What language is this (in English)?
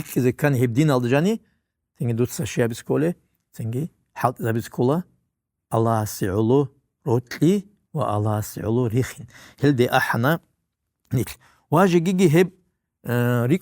Avaric